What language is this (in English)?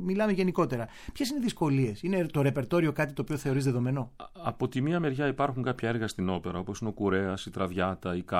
Greek